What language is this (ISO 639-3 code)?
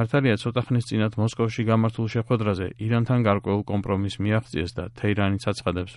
kat